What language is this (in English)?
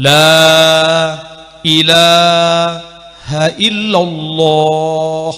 Achinese